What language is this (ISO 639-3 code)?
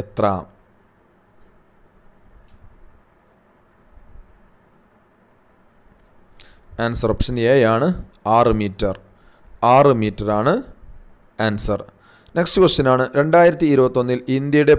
mal